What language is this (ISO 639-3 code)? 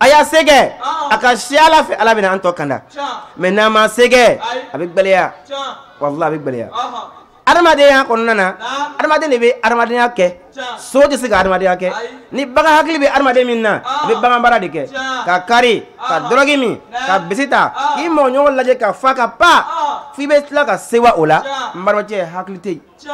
bam